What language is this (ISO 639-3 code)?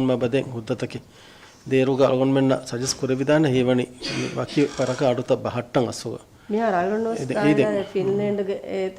div